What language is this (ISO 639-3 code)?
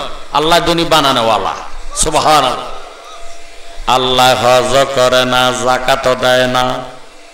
ben